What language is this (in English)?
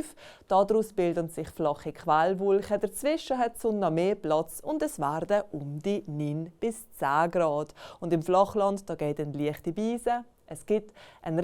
Swiss German